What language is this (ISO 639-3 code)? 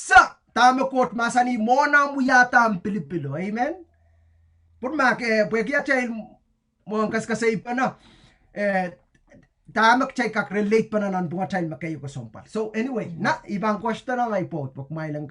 pon